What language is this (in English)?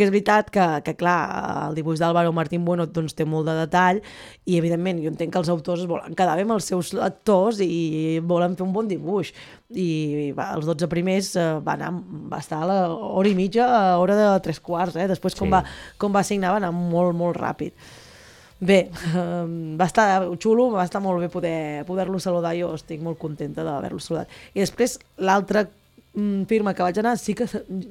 Catalan